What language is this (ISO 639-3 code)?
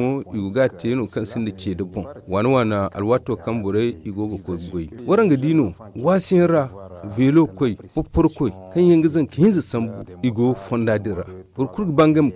dje